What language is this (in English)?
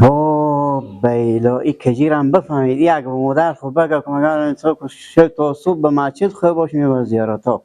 Persian